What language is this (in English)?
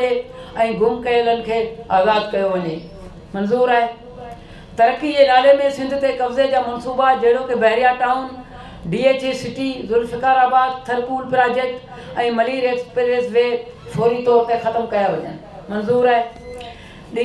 Sindhi